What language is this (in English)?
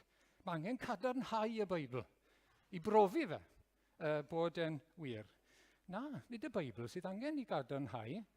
Welsh